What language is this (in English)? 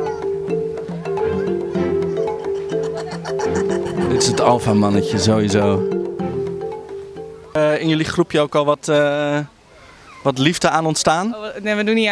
Dutch